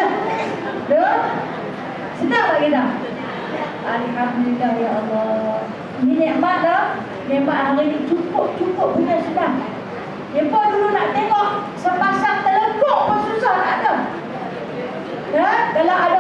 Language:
Malay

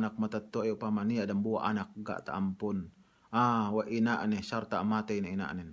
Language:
Yakan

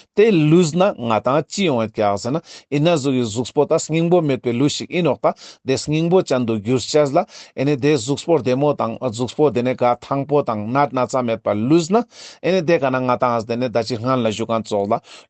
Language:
Ladakhi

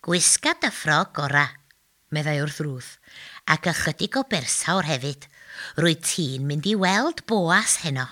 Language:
Welsh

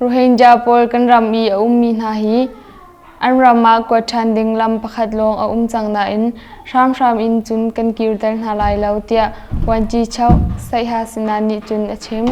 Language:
Hakha Chin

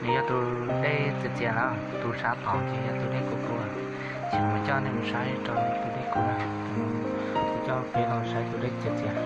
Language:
Hmong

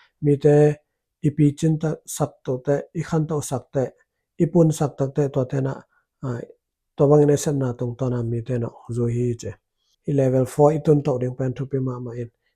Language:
Tedim Chin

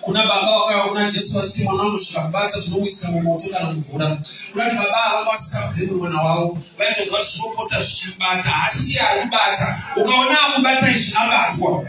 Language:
Shona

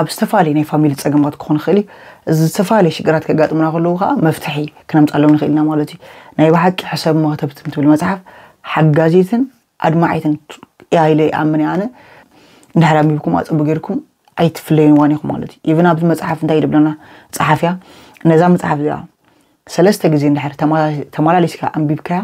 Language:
Tigrinya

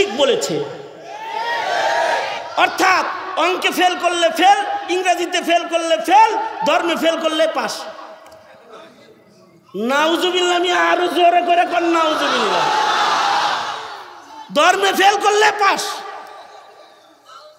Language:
Bangla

